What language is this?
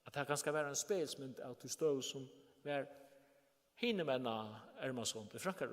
Faroese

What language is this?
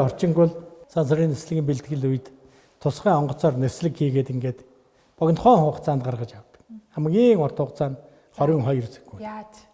Mongolian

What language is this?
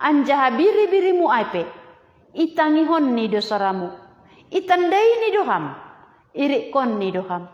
Batak Simalungun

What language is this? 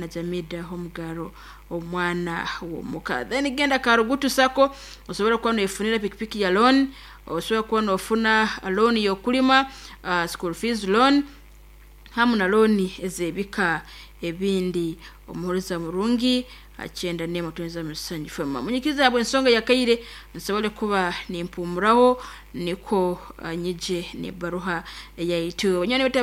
Nyoro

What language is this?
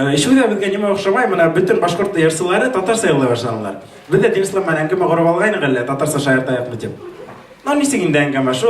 Bashkir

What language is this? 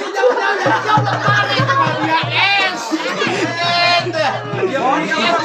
Betawi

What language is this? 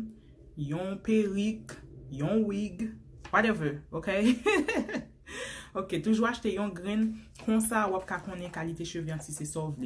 Haitian Creole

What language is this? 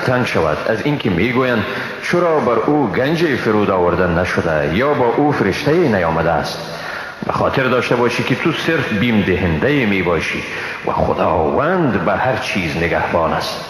Persian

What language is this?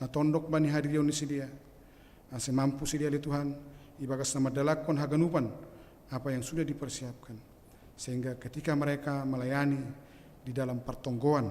Batak Simalungun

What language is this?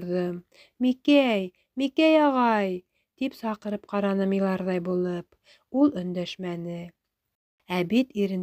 Bashkir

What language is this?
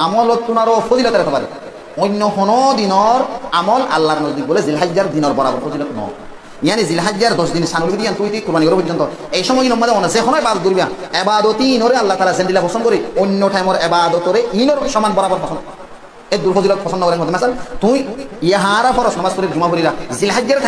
Rohingya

